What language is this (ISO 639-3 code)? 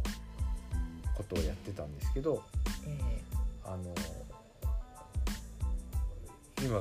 jpn